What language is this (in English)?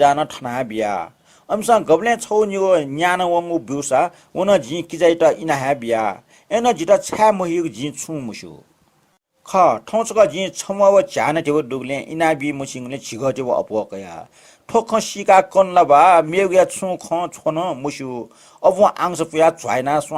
Newari